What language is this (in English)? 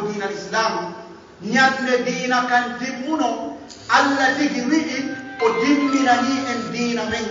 Pular